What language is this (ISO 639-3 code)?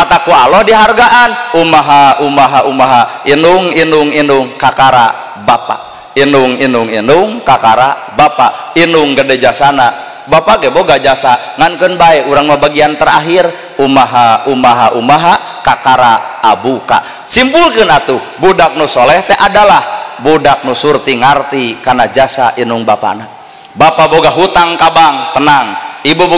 sun